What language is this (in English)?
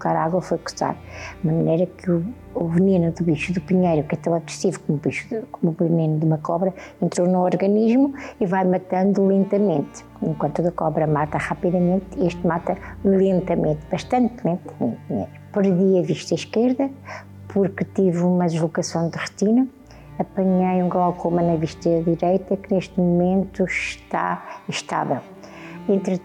Portuguese